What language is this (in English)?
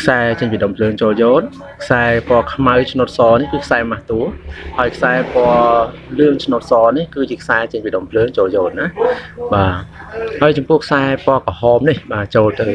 Khmer